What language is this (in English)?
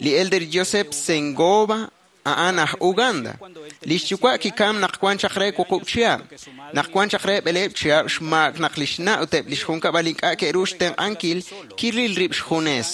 Kekchí